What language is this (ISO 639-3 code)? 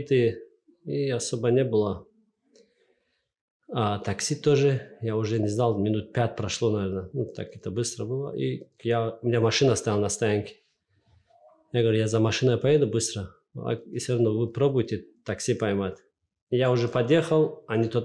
rus